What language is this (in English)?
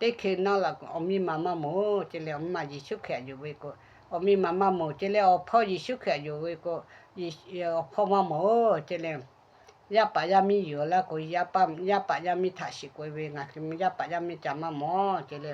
Lahu